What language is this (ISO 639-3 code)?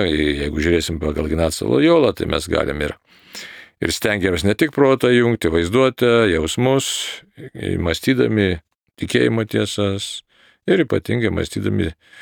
lit